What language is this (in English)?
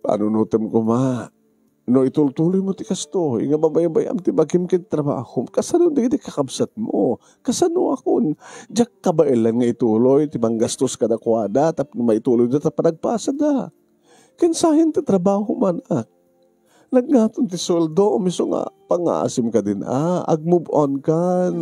Iloko